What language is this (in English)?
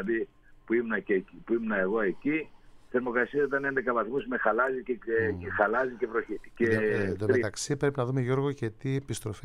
Greek